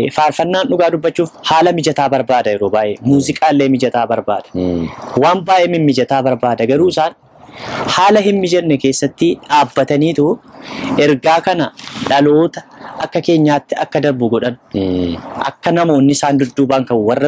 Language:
Oromo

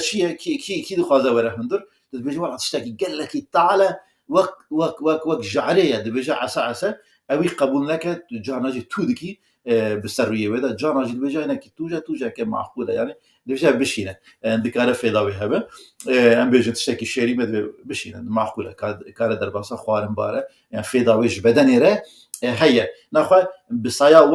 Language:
Kurdish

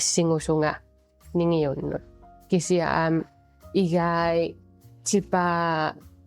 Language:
Kalaallisut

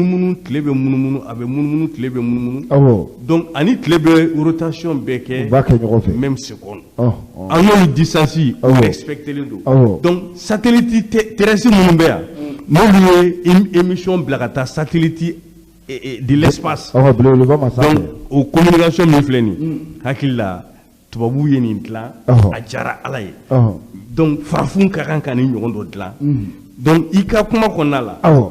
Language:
Bambara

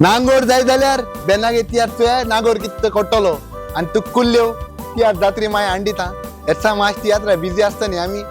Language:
Konkani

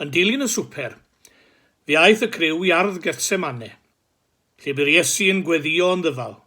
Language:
Welsh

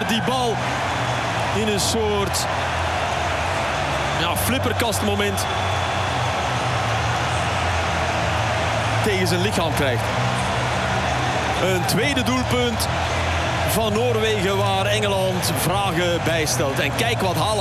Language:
Dutch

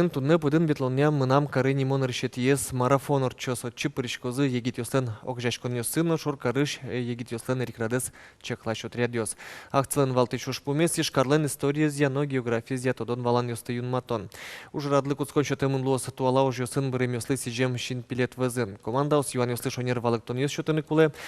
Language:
Udmurt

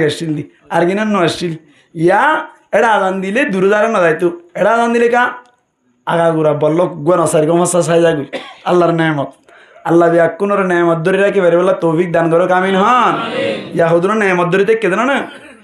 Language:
Rohingya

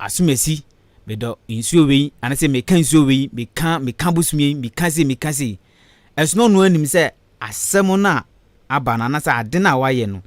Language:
Akan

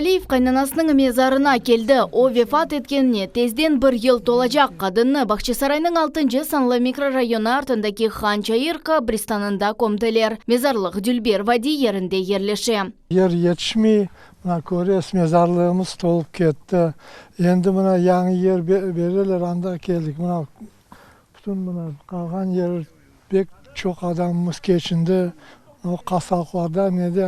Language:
Crimean Tatar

